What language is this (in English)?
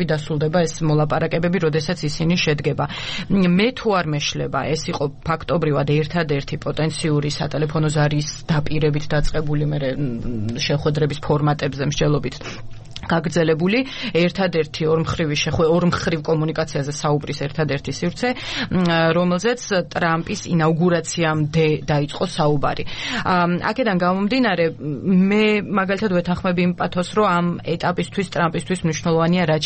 Georgian